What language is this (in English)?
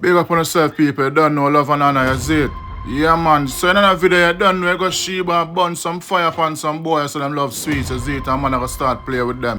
Jamaican Creole English